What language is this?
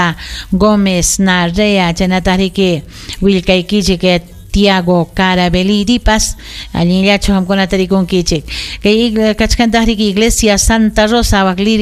Ayacucho Quechua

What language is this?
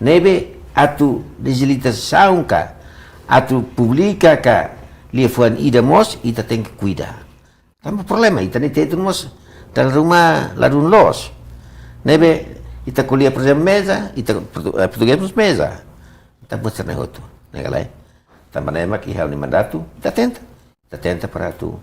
Tetum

